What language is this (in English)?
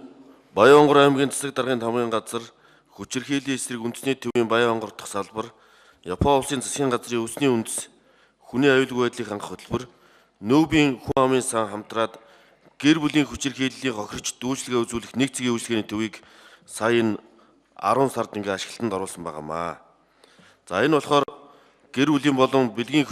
Mongolian